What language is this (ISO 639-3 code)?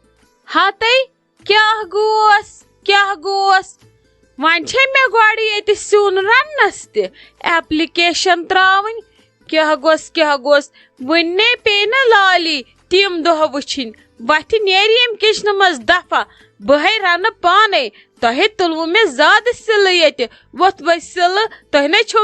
kas